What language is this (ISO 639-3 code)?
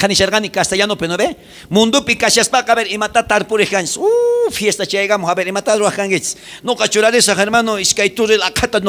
quh